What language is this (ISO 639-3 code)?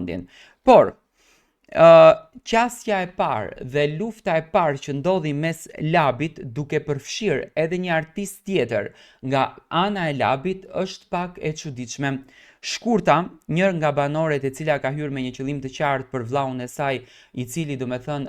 sqi